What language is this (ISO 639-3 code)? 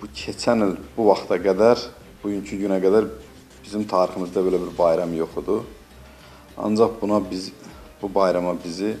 aze